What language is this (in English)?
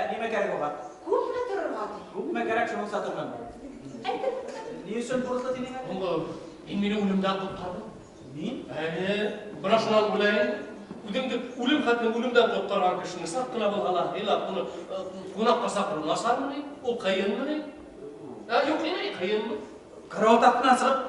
Bashkir